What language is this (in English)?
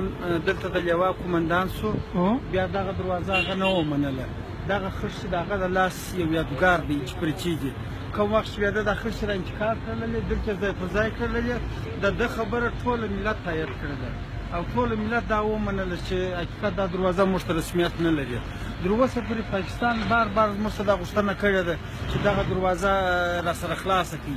Pashto